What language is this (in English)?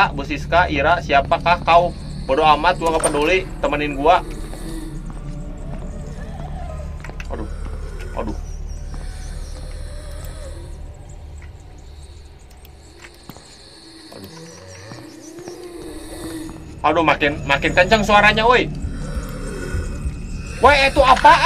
Indonesian